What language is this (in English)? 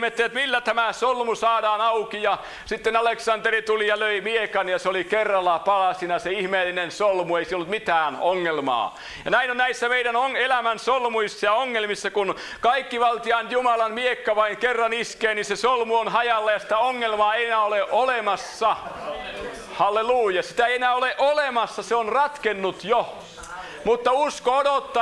Finnish